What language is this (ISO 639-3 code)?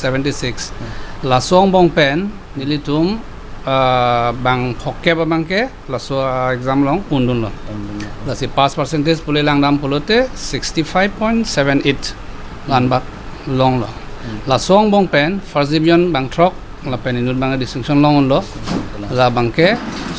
mjw